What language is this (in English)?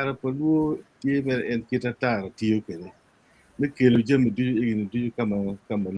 Acoli